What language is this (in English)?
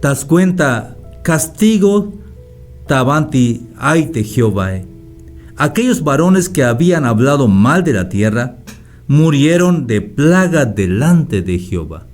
Tzeltal